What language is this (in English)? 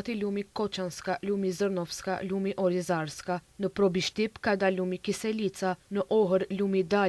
Albanian